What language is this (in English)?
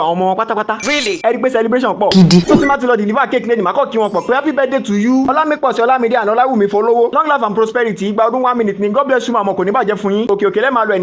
Yoruba